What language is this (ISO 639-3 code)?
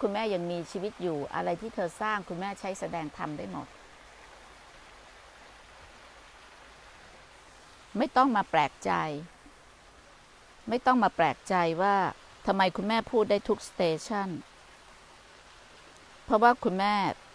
tha